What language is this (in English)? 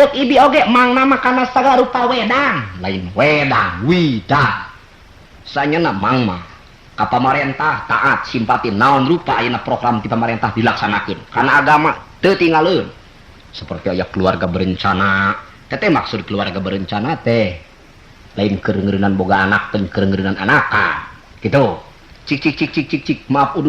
Sundanese